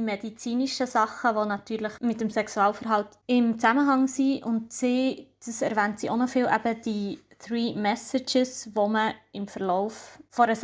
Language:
Swiss German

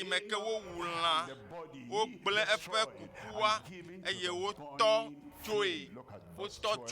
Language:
Ewe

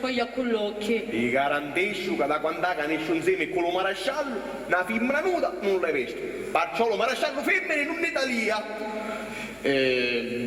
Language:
Sicilian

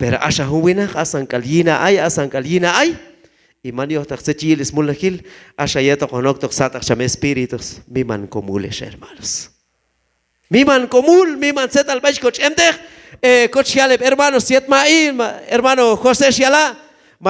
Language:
Q'anjob'al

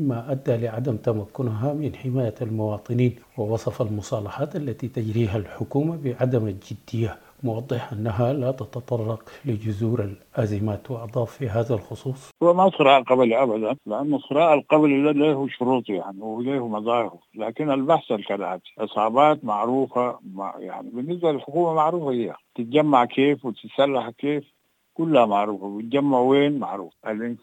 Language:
Sudanese Arabic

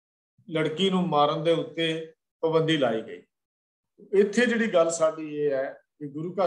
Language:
Punjabi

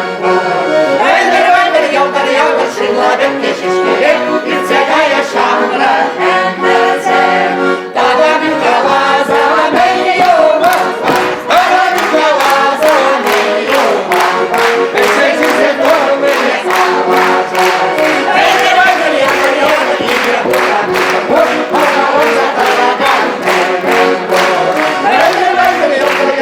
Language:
Chuvash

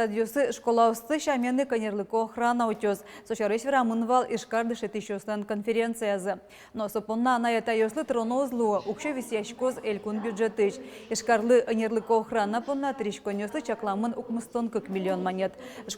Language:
Udmurt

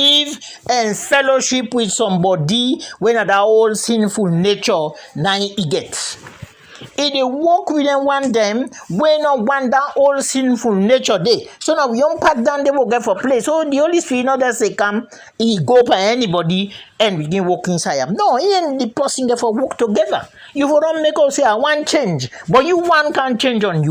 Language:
Krio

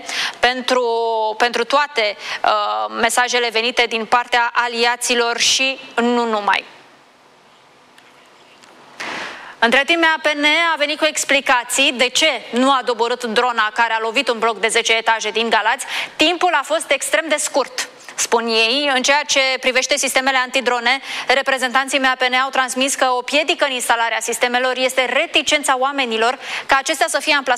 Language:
Romanian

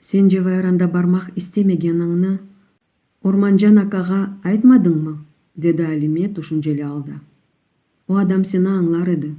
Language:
Crimean Tatar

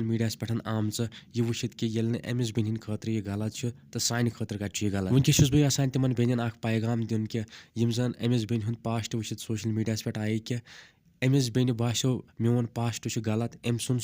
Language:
Kashmiri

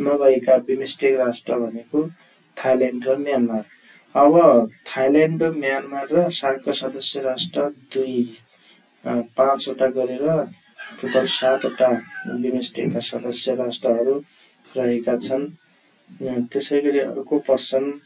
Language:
Nepali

